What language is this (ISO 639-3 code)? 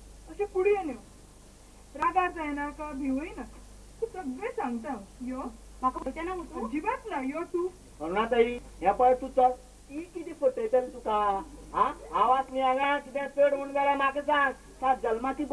kok